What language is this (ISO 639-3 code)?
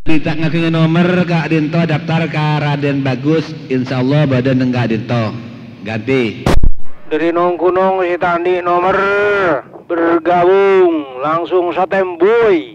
mad